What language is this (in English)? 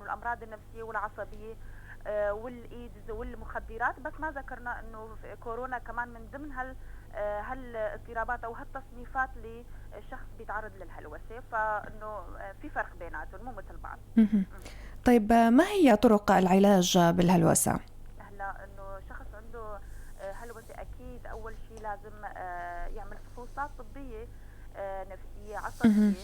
North Levantine Arabic